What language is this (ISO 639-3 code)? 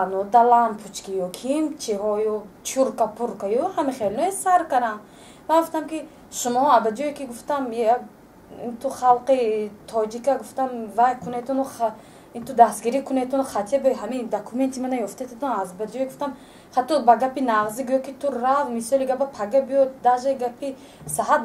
tgk